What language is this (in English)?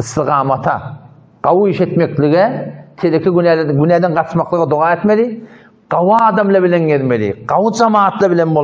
Turkmen